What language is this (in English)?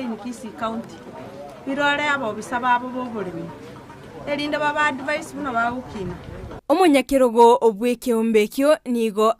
Gusii